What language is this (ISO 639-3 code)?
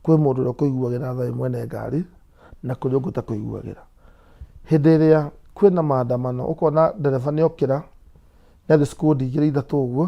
kik